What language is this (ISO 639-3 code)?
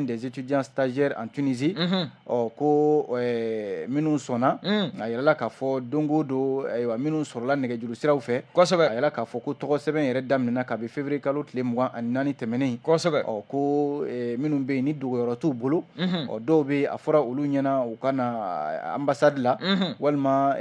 bam